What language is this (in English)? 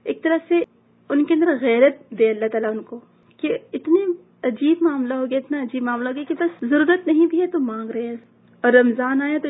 Urdu